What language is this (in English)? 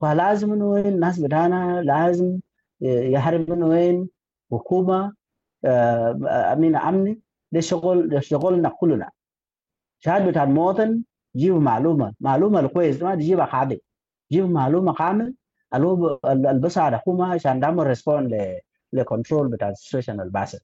Sudanese Arabic